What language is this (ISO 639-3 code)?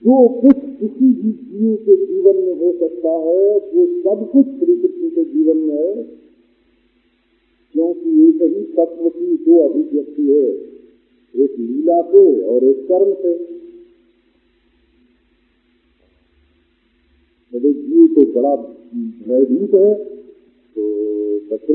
hin